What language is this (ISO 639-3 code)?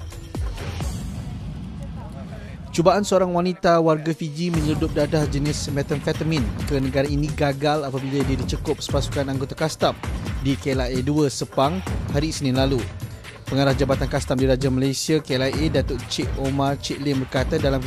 msa